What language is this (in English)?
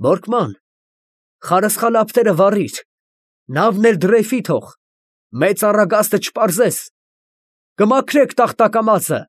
Armenian